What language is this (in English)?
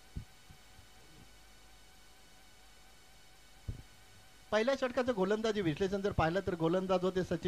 Marathi